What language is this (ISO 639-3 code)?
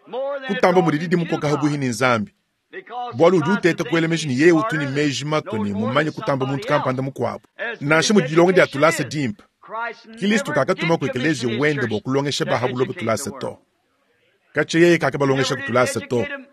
lua